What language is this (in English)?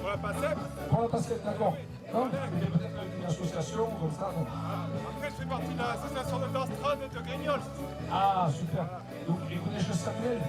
Occitan